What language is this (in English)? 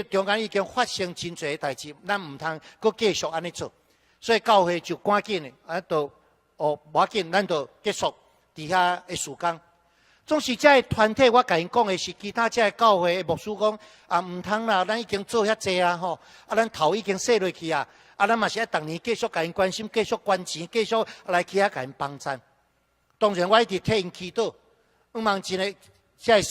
Min Nan Chinese